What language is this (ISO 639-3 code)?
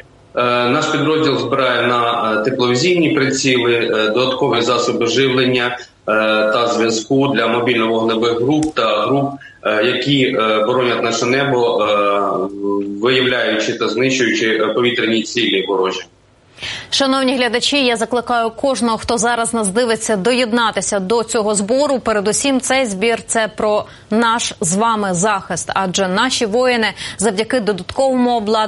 ukr